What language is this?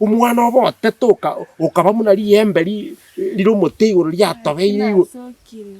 Gusii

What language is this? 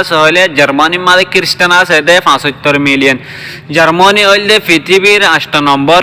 Rohingya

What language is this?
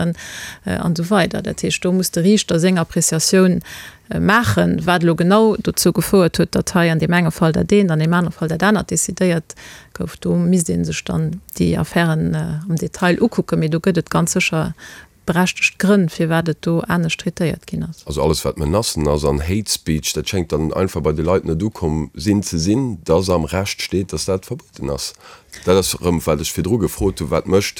Luxembourgish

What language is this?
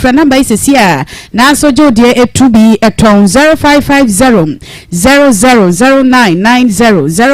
Akan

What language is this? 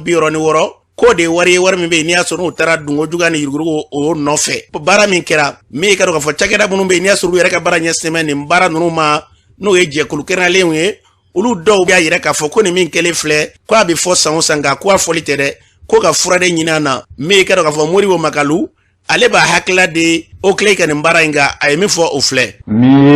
Bambara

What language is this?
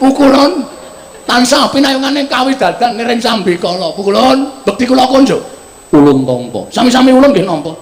Javanese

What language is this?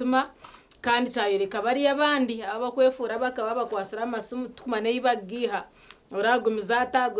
Nyankole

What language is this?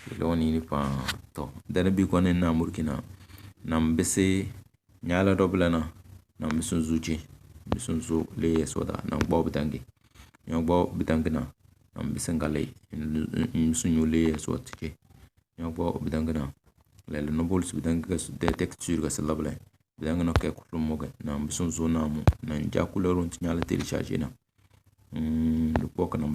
Tem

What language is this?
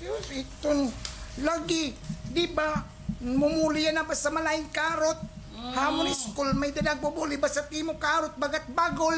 Waray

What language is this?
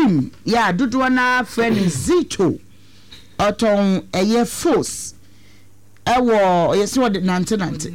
Akan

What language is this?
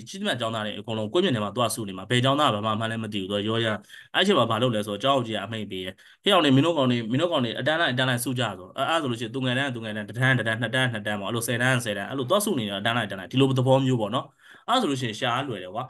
Burmese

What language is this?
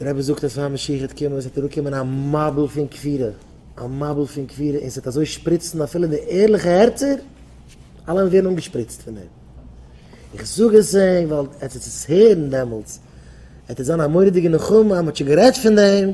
Yiddish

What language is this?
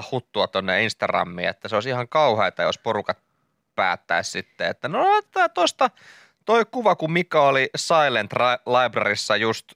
Finnish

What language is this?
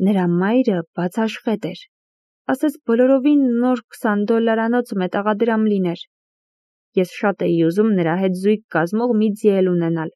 Armenian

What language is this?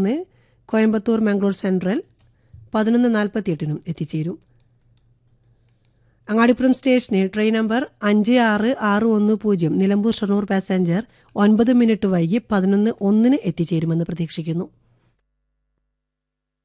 Malayalam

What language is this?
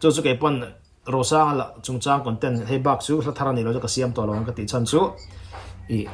Mizo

